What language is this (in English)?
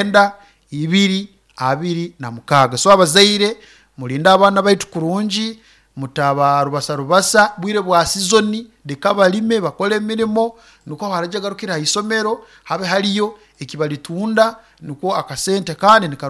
Nyoro